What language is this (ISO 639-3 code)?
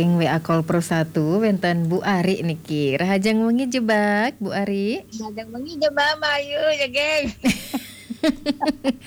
ban